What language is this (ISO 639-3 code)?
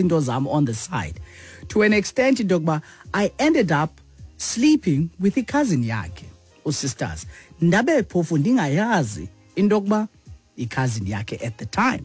xho